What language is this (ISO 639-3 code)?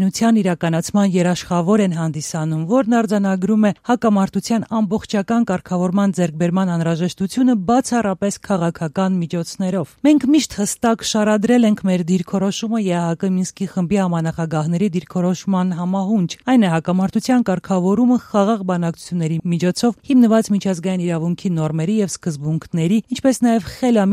hye